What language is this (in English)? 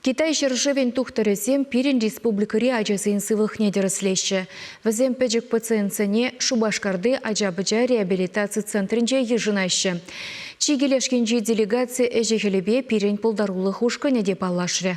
Chuvash